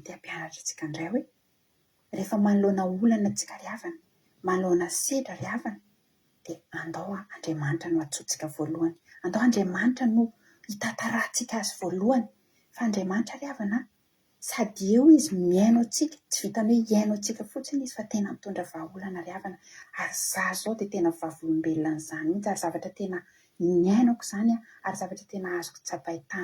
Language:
Malagasy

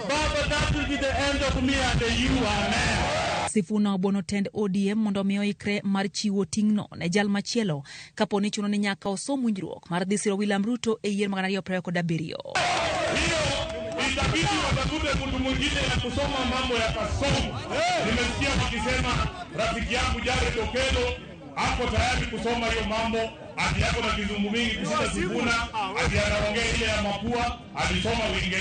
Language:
Luo (Kenya and Tanzania)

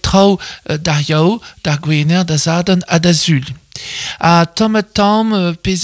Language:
Breton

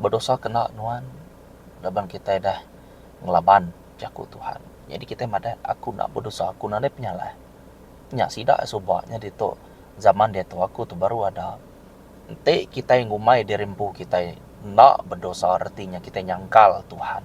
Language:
Iban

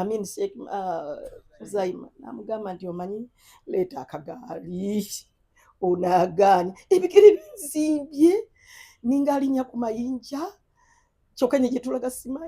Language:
Ganda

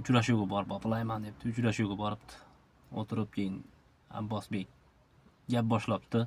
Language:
Uzbek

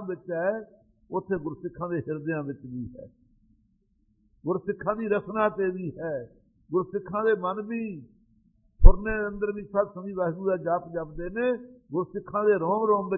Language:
Punjabi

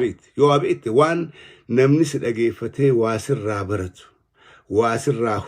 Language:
Oromo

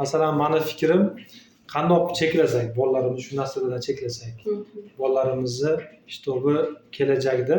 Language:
Uzbek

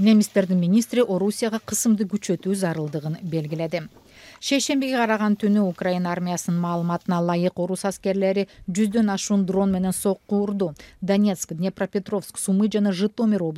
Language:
Kyrgyz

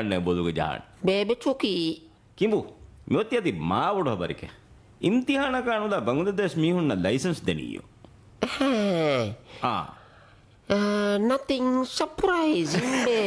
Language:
Divehi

